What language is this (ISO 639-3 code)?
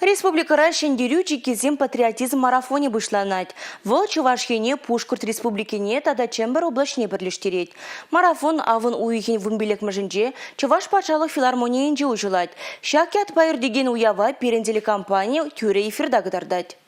chv